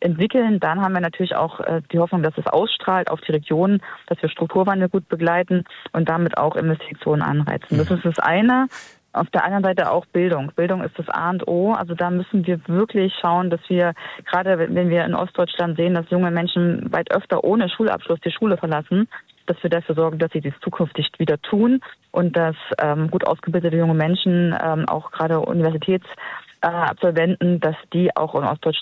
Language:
German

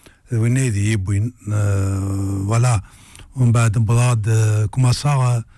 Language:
Kabyle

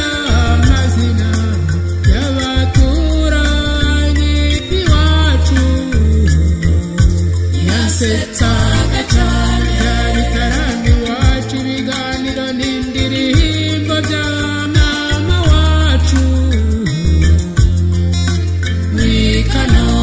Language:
Kinyarwanda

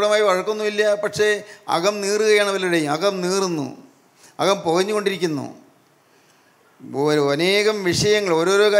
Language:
Malayalam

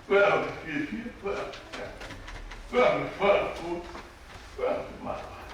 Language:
Tongan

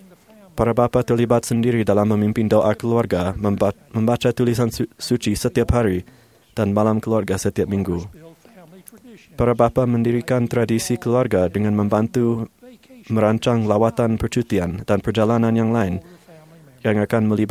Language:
Malay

